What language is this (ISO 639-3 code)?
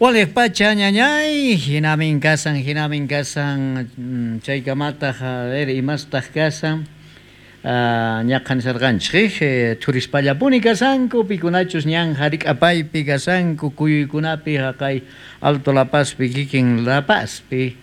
quh